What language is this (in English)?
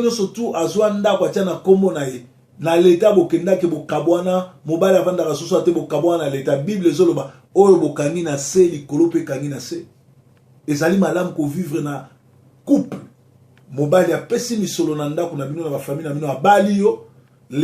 Lingala